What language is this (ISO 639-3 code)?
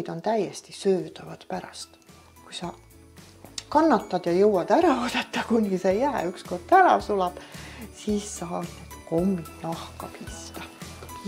est